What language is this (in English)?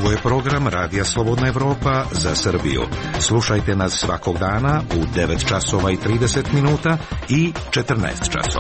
Serbian